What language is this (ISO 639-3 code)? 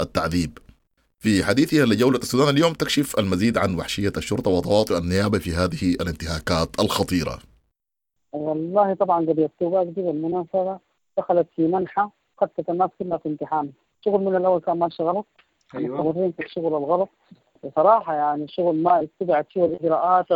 apd